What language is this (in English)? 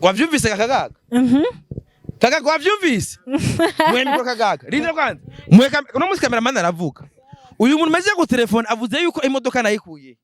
Rundi